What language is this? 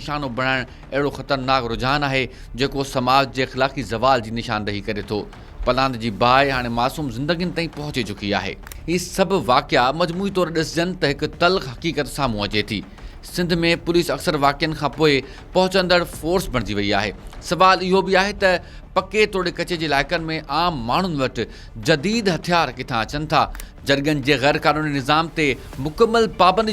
Sindhi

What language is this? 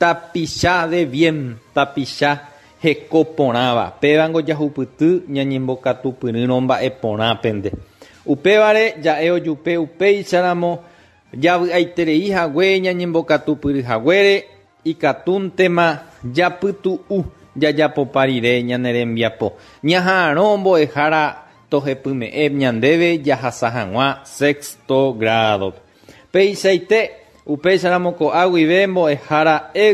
Guarani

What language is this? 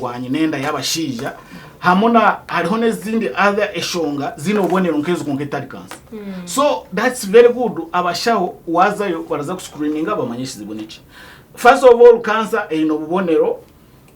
Nyankole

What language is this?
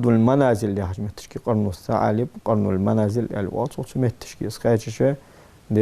Ingush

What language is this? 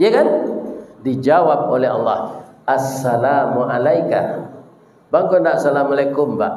Minangkabau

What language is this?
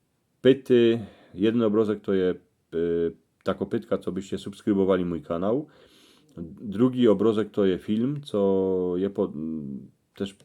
Silesian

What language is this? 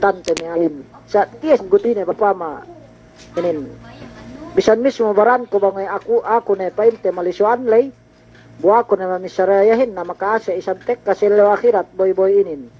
Yakan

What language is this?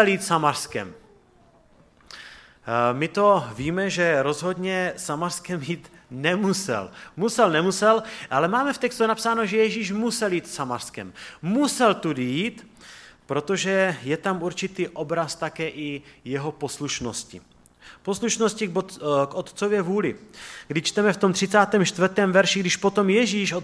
Czech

